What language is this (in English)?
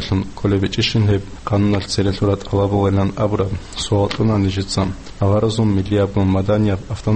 Avaric